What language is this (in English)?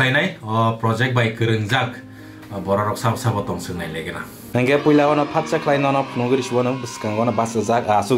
Kok Borok